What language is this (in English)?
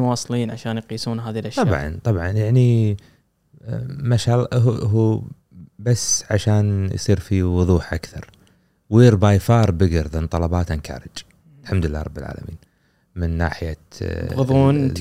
Gulf Arabic